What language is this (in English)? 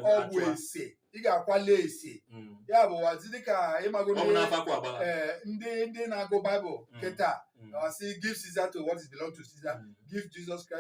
Igbo